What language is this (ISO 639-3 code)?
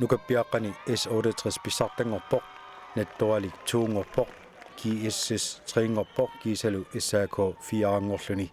kal